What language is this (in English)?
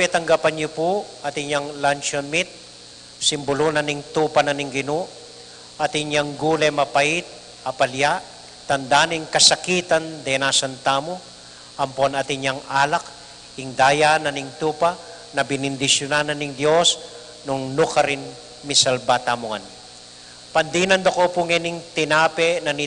Pampanga